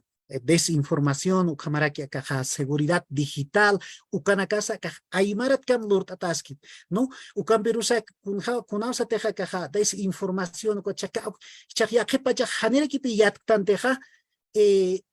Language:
Aymara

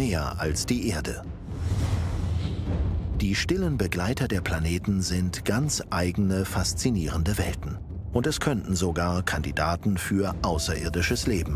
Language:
German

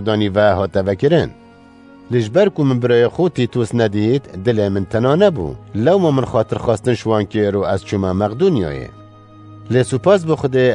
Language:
Kurdish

